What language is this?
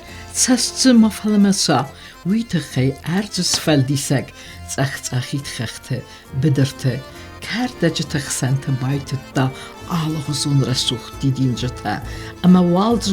Ossetic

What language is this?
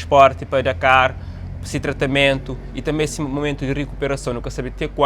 Kabuverdianu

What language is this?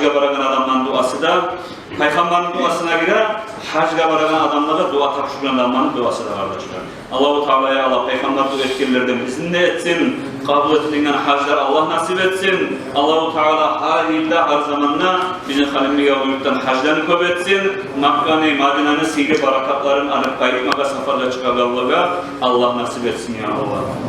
Kumyk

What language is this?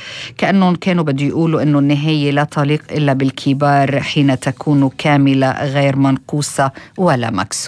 North Levantine Arabic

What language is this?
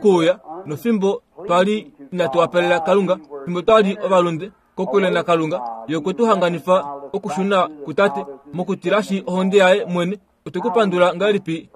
Kuanyama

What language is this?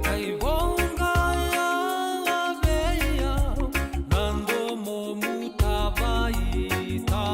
Fijian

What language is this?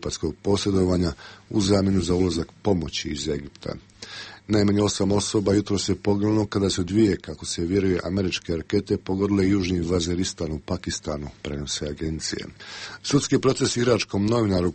Croatian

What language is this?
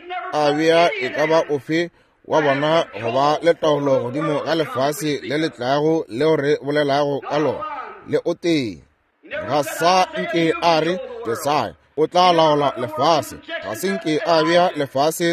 Northern Sotho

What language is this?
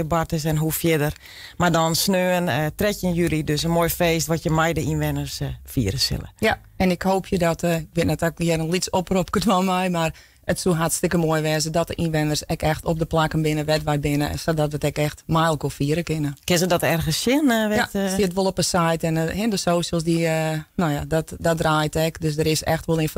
Western Frisian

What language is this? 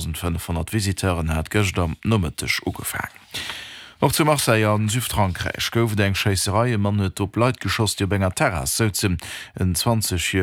Luxembourgish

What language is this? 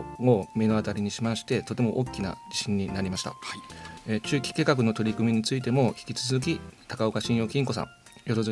Japanese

